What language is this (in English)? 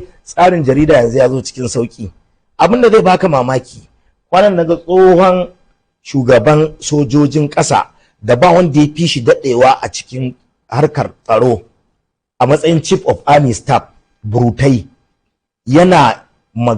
Hausa